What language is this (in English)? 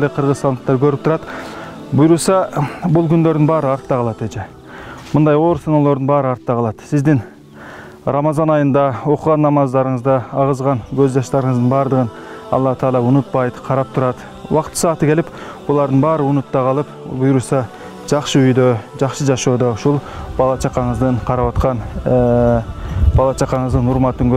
Kyrgyz